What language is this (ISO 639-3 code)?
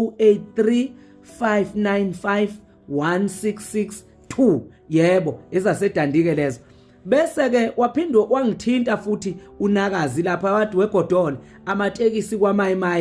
zul